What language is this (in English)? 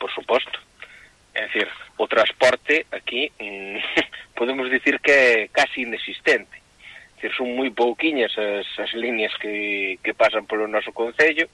Galician